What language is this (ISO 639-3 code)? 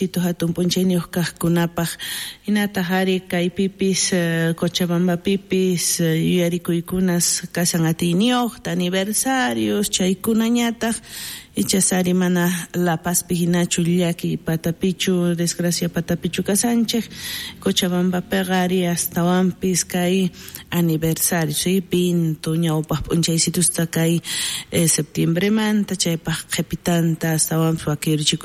quh